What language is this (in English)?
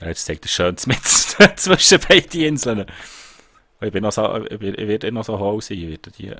Swiss German